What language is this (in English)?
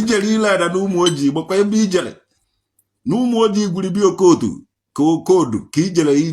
Igbo